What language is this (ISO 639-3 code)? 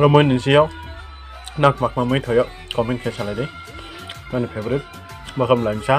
ria